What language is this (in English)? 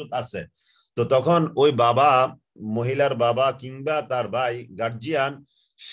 Bangla